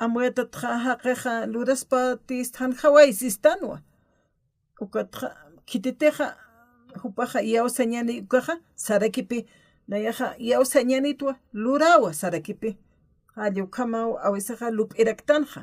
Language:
Aymara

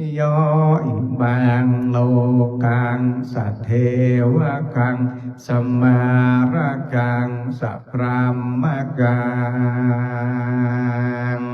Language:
Pali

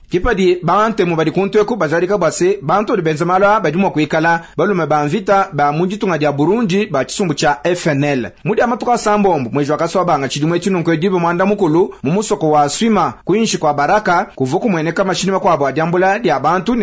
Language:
Luba-Lulua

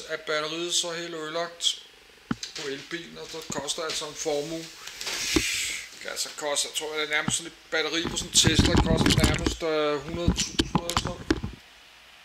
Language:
Danish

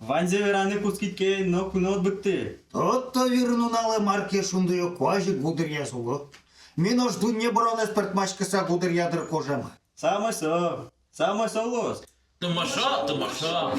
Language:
Udmurt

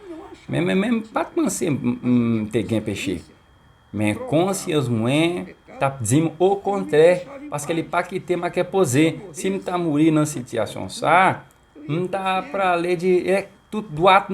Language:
Haitian Creole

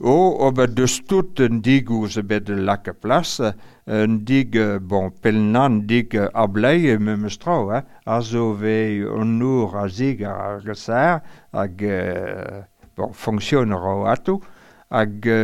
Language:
Breton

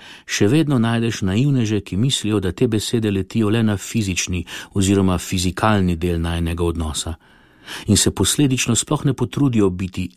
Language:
Slovenian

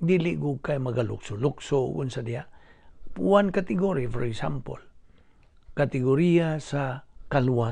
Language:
Cebuano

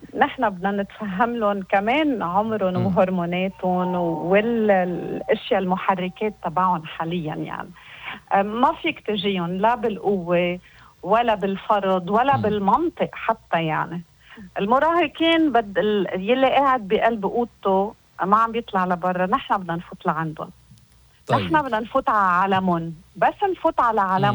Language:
North Levantine Arabic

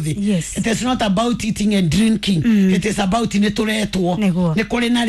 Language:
Kikuyu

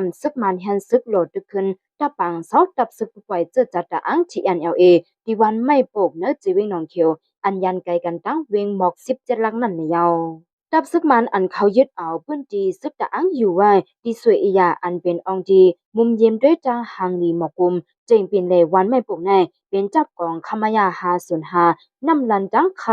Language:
Shan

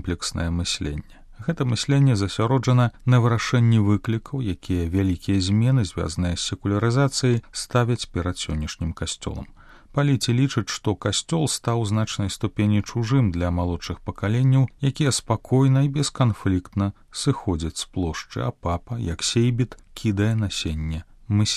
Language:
Belarusian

